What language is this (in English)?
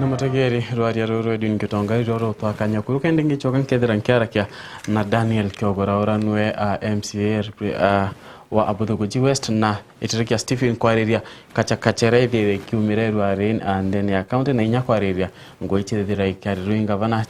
Meru